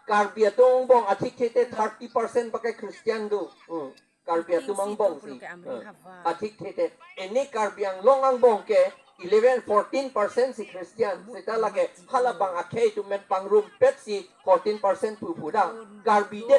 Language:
Karbi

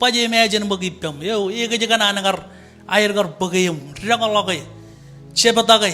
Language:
Marshallese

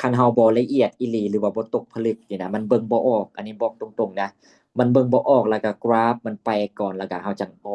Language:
Lao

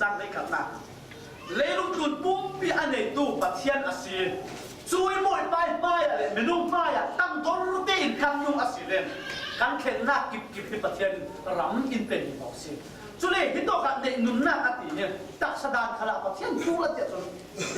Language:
Falam Chin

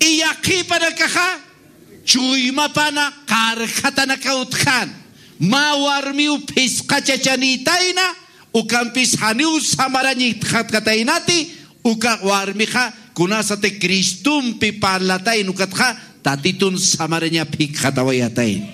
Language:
Aymara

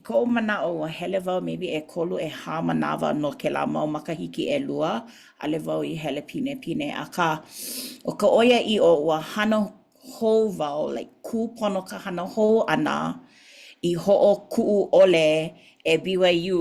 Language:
Hawaiian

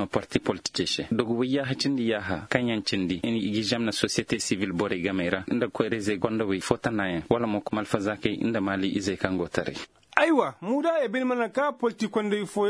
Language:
Koyraboro Senni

